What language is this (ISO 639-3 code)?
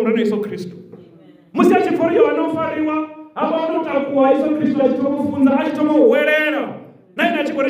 ven